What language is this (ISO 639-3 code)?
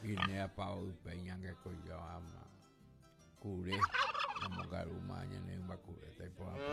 grn